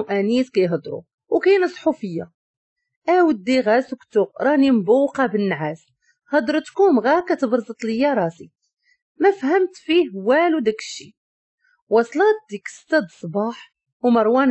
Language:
Moroccan Arabic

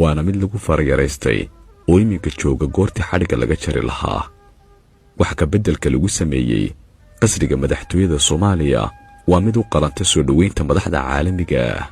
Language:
Somali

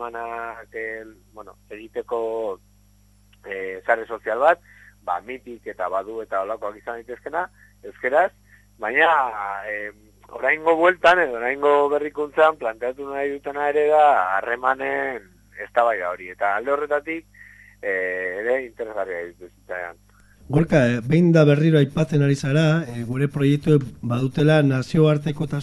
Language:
Basque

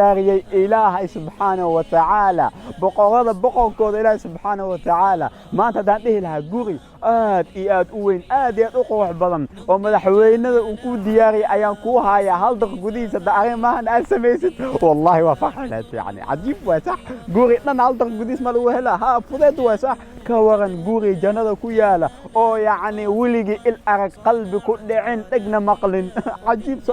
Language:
Somali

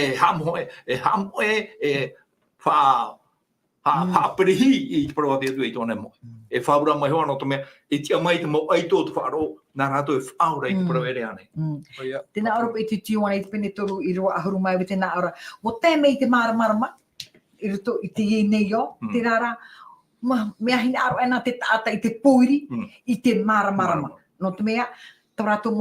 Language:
Tahitian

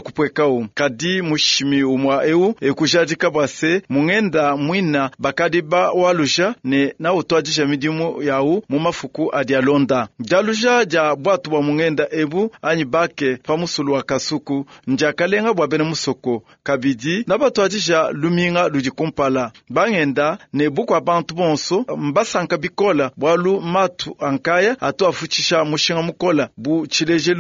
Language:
Luba-Lulua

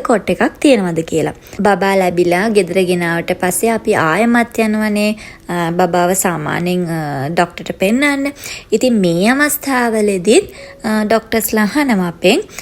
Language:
Sinhala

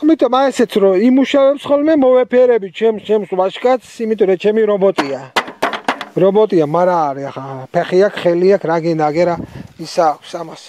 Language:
Georgian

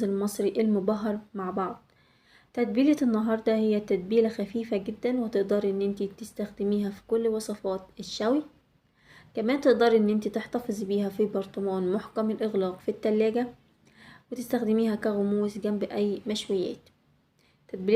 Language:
Egyptian Arabic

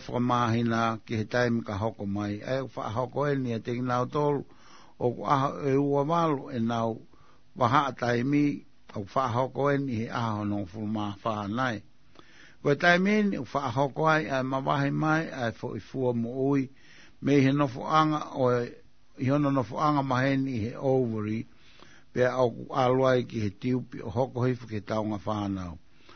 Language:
Tongan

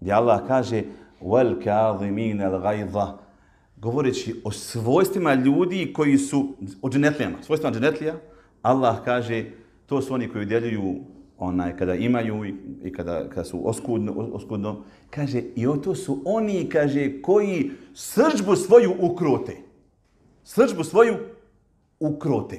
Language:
Bosnian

